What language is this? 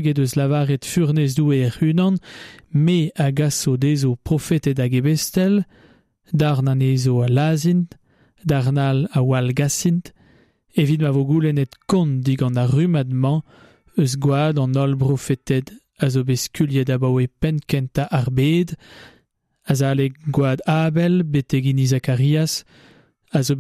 Breton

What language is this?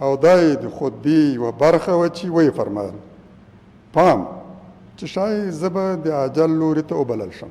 Pashto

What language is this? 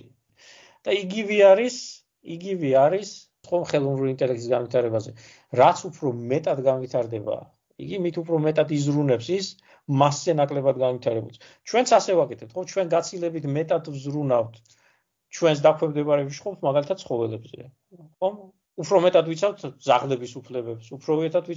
Georgian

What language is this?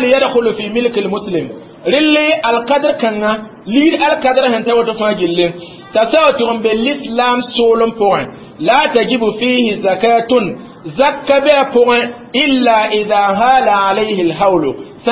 Mossi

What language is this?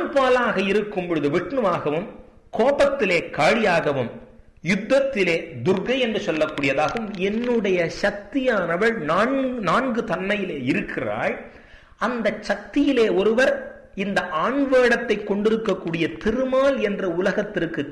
Tamil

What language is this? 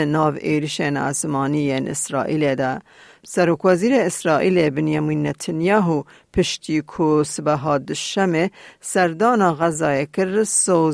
Kurdish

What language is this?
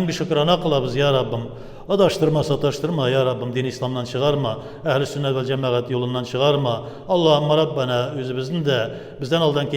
Tatar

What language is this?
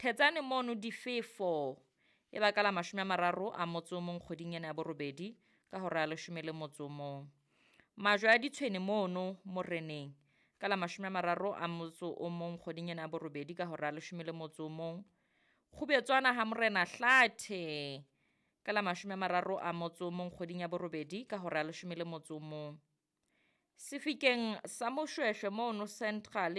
Southern Sotho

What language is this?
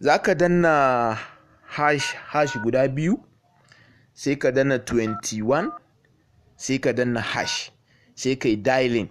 Hausa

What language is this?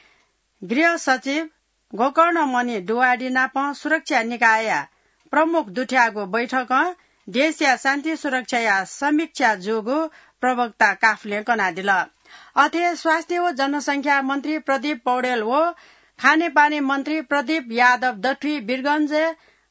Newari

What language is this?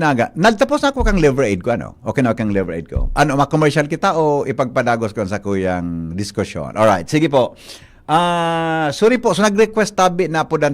Bikol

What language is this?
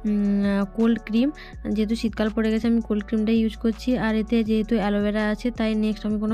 Bangla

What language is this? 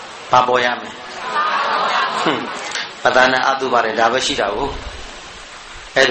Burmese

